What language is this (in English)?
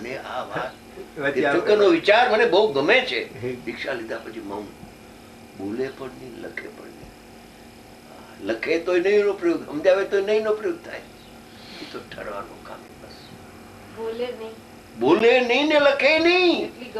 Gujarati